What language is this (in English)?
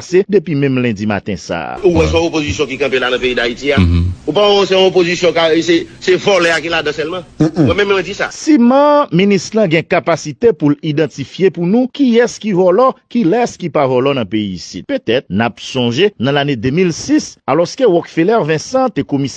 Haitian Creole